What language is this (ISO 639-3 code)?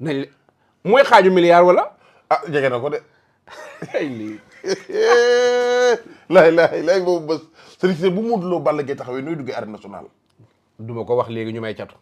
wol